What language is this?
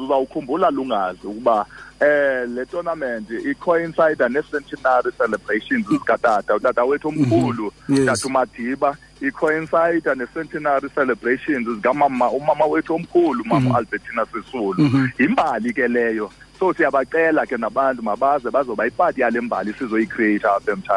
Xhosa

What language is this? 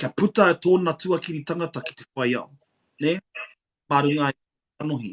Māori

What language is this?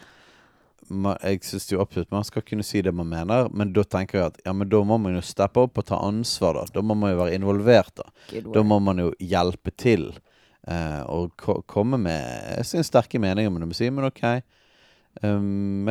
Norwegian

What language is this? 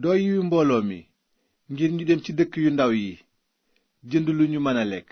Wolof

